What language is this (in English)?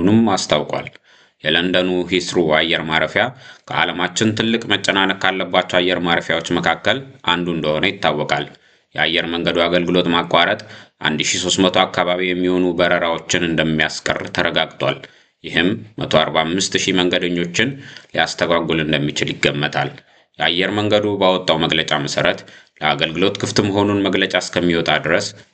Amharic